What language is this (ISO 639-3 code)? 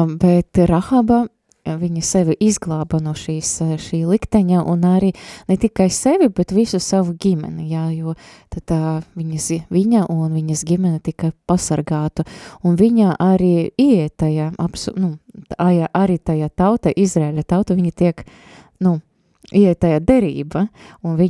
lav